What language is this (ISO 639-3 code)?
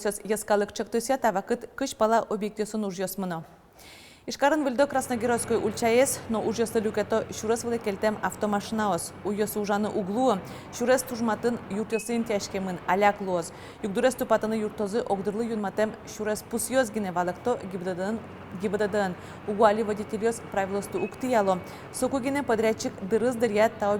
udm